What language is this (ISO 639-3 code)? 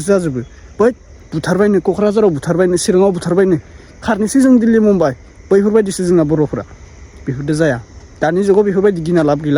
brx